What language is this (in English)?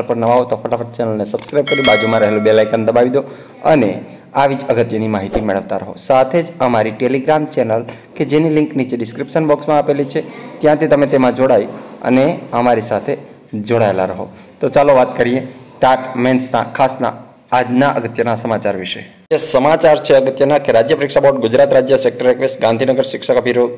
Gujarati